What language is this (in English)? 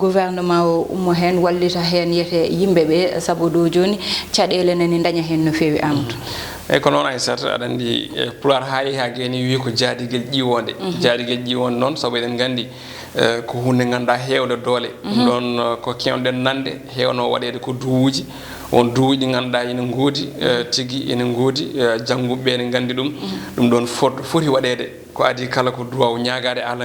Fula